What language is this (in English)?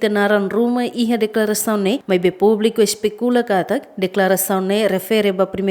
Tetum